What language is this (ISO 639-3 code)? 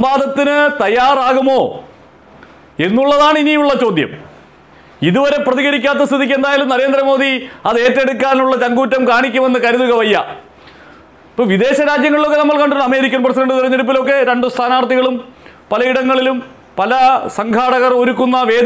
mal